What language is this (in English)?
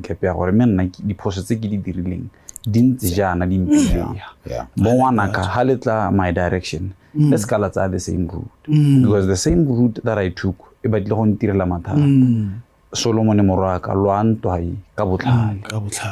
Tswana